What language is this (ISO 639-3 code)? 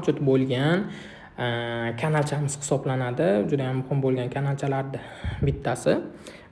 uzb